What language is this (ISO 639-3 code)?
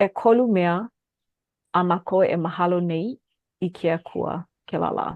haw